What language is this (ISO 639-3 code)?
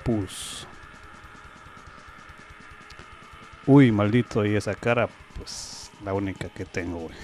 spa